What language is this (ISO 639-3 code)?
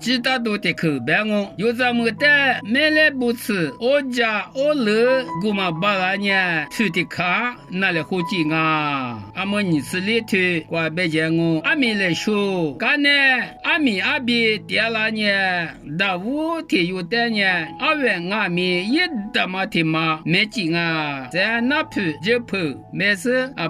lis